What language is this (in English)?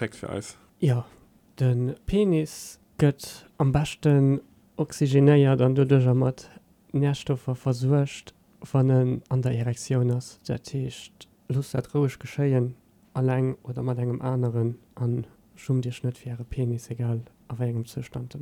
Luxembourgish